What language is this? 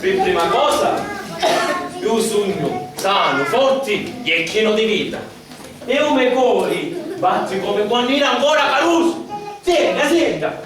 Sicilian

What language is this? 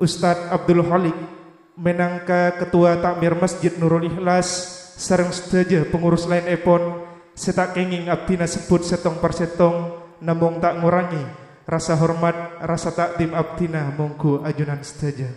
Madurese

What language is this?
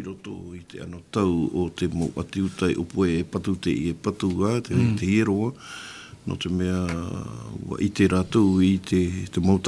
Tahitian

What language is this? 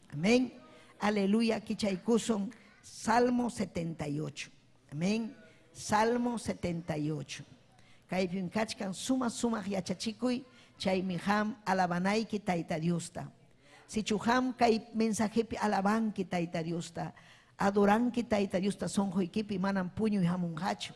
Ayacucho Quechua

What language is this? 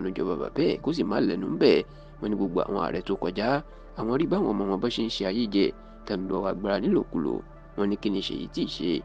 Yoruba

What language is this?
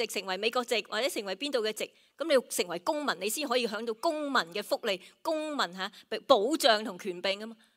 Cantonese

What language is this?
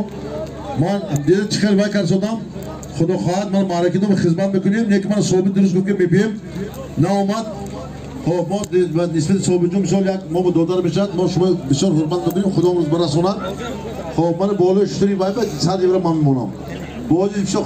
Tajik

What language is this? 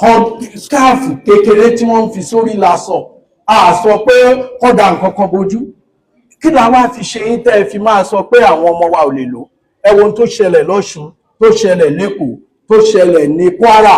Yoruba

